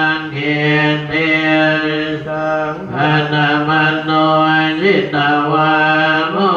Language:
Pali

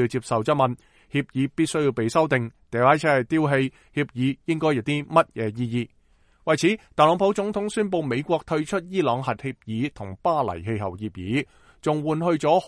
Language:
Cantonese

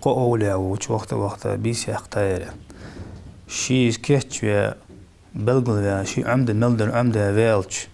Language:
Ingush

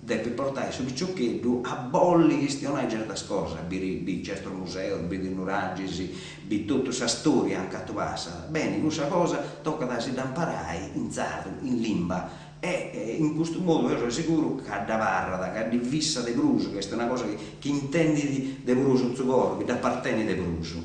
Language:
Sardinian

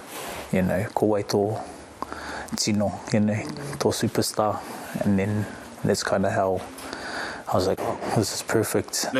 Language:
Māori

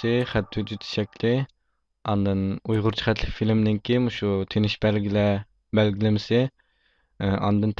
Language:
Uyghur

